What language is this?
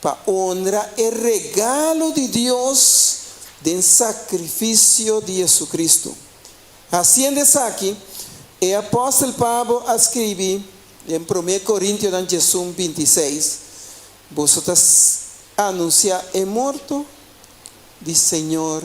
Papiamento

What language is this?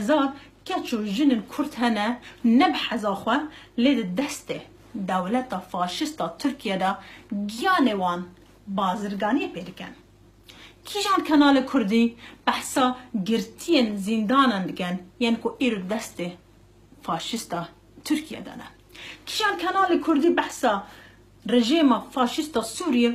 Kurdish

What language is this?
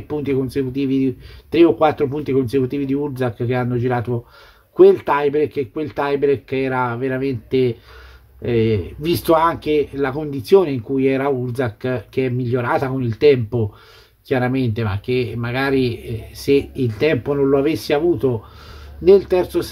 Italian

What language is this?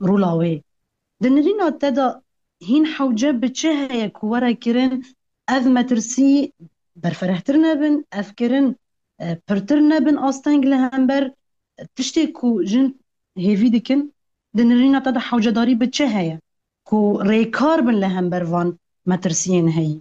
Kurdish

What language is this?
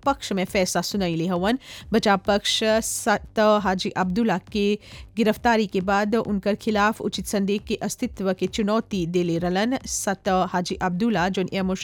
Bhojpuri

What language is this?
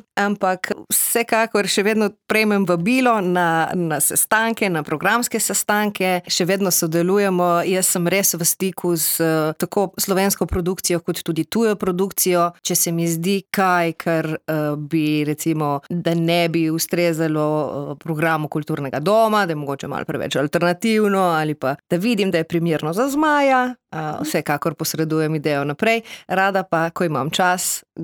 Slovenian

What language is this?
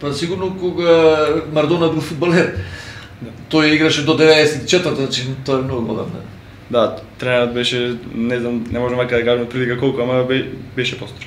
Macedonian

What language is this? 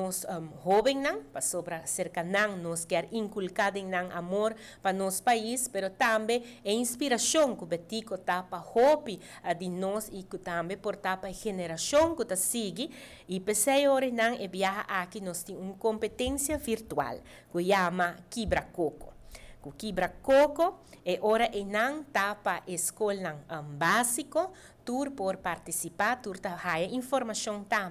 Papiamento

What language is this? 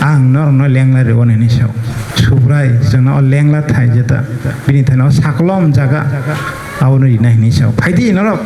Kok Borok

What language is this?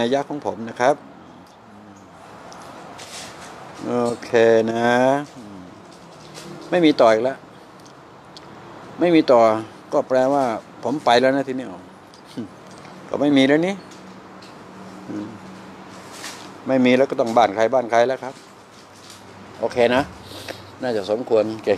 Thai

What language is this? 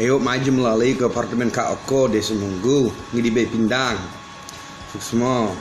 Balinese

